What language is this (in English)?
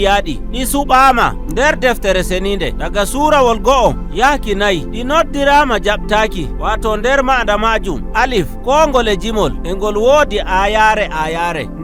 Nigerian Fulfulde